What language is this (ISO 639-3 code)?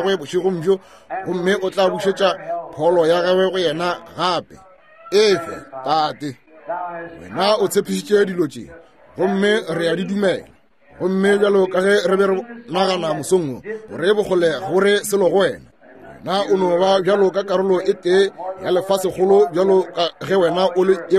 nso